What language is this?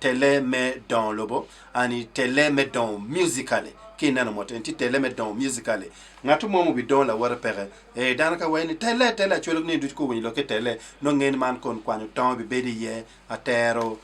Acoli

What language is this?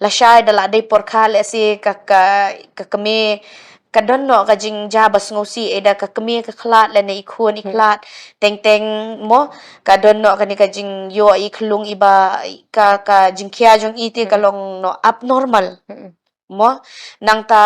Khasi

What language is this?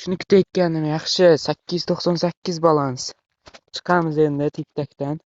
Uzbek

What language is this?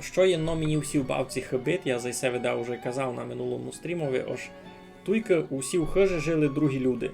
Rusyn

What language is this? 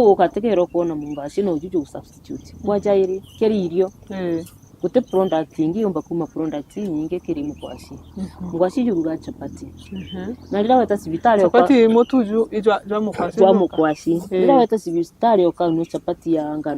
Meru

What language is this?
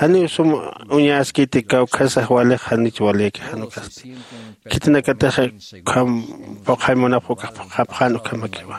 Aymara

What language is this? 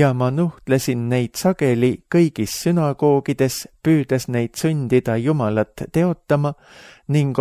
Estonian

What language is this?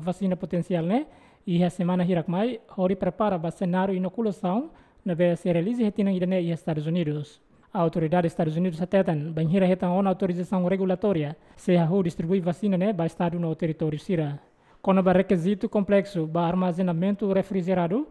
Tetum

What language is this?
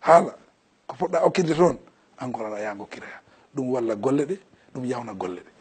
Fula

